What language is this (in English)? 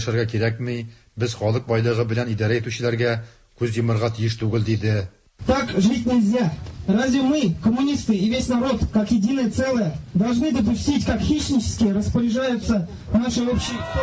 Tatar